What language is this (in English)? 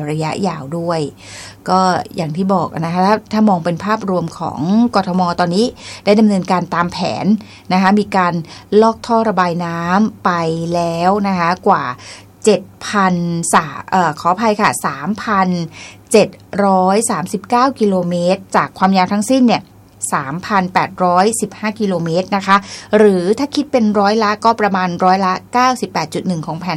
Thai